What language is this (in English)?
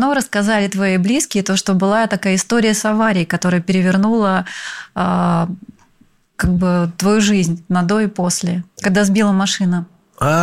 Russian